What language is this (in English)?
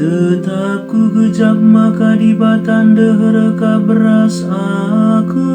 Batak Karo